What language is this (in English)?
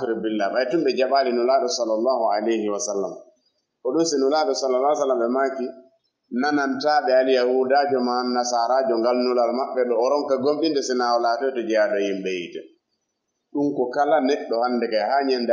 Fula